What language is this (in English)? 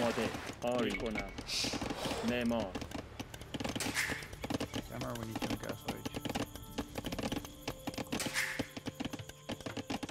Persian